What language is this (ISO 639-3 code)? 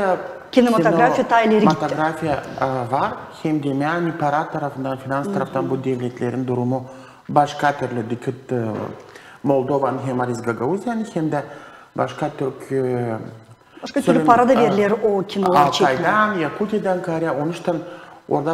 gag